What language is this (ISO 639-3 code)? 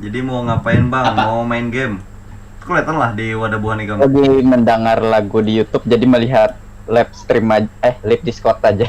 bjn